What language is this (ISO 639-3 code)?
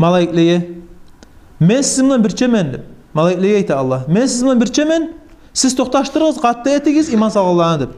kum